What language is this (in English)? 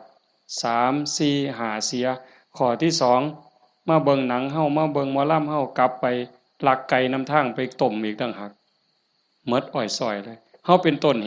Northeastern Thai